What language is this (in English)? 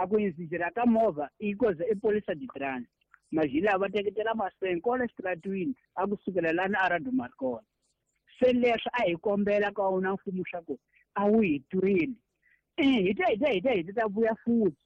Tsonga